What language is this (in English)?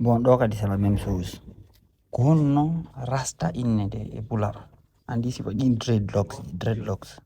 Fula